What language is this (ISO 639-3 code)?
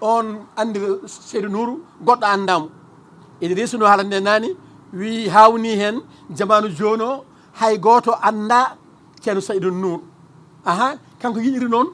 ful